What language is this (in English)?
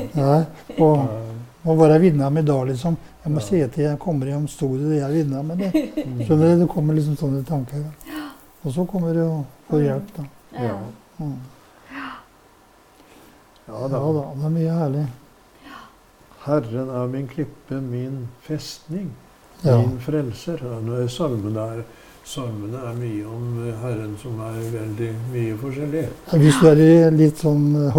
Norwegian